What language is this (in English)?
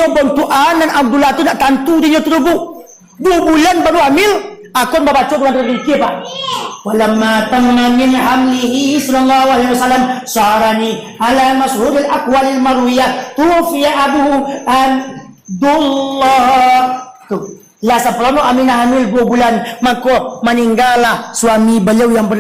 Minangkabau